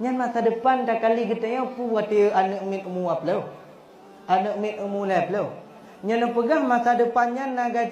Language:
Achinese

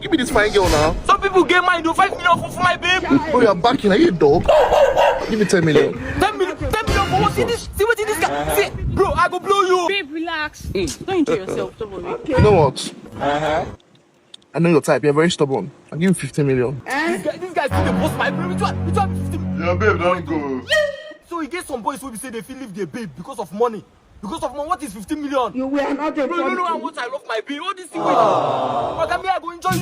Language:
Nigerian Pidgin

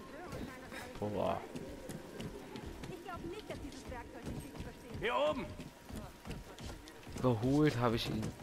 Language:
German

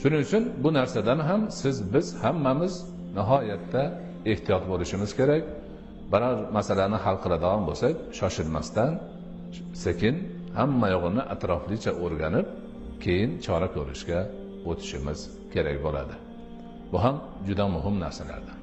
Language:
Uzbek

